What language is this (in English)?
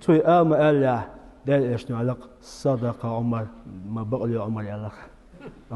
Chechen